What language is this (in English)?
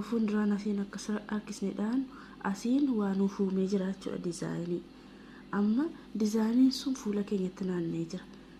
Oromo